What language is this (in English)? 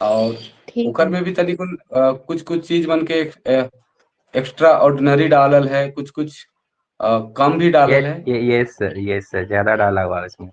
Sadri